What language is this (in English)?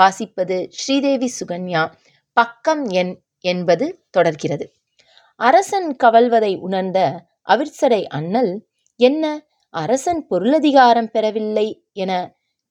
Tamil